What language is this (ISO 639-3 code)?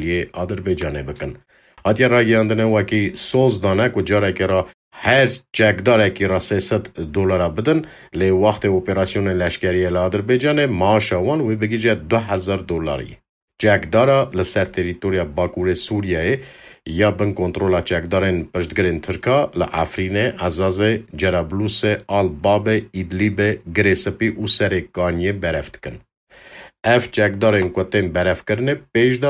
kur